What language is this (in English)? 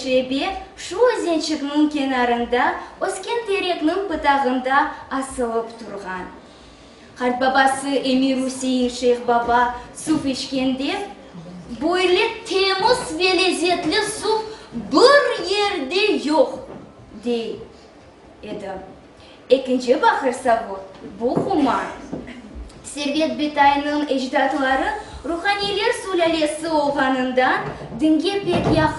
Crimean Tatar